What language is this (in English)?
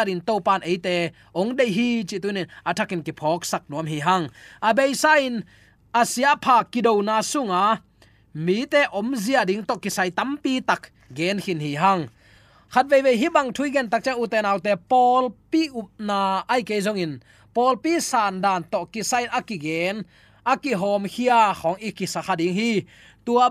Tedim Chin